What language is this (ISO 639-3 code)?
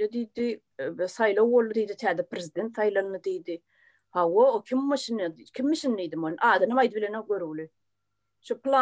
tuk